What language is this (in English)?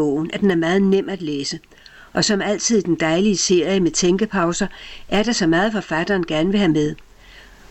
Danish